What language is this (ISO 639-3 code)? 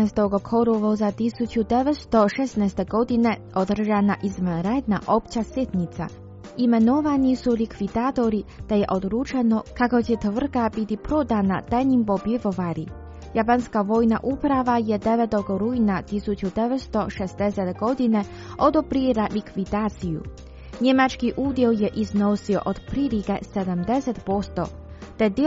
hrv